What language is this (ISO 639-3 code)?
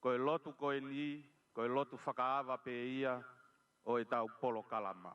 ton